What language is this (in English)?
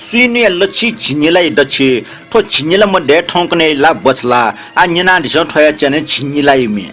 Newari